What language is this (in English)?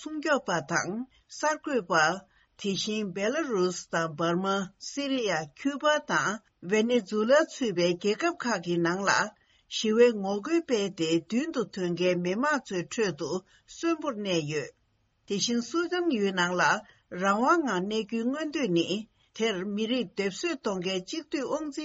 Tibetan